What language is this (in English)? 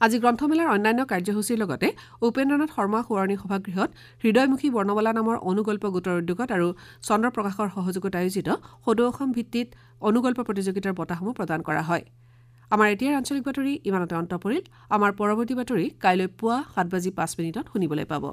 Assamese